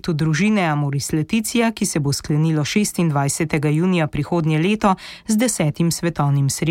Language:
Slovenian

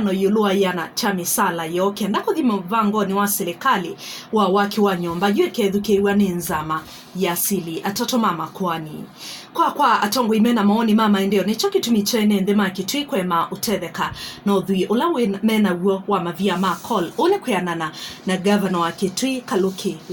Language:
Kamba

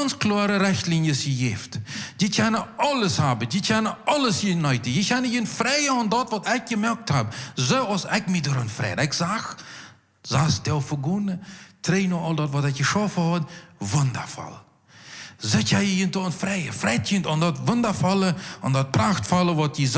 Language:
Plautdietsch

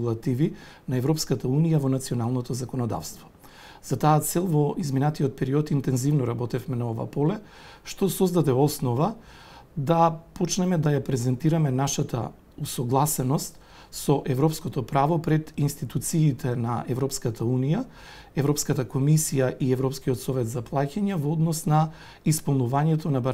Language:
Macedonian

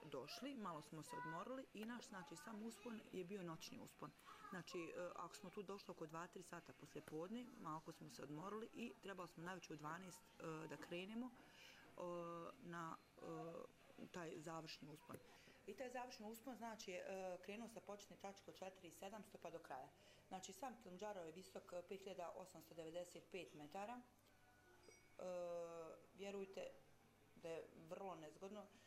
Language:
Bosnian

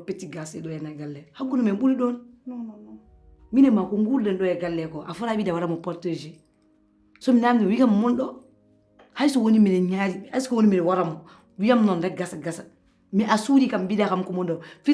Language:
Fula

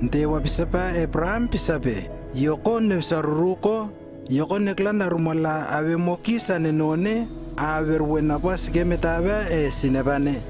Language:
Lewo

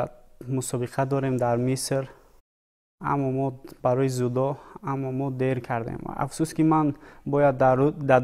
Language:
Tajik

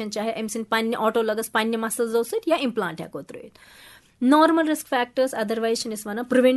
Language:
Kashmiri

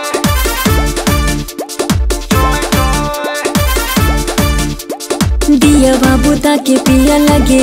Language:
Bhojpuri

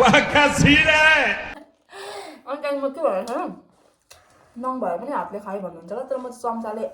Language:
Nepali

